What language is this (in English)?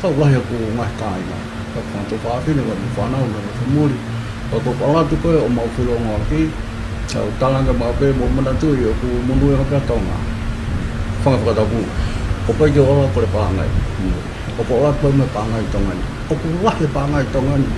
Tongan